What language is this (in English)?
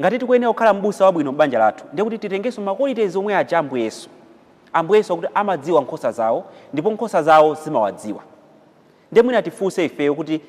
Nyanja